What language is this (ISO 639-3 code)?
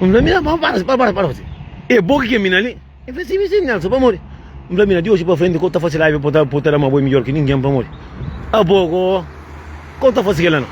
kea